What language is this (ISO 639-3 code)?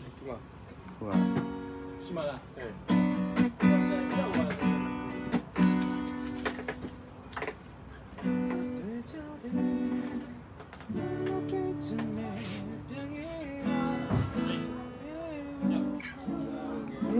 mya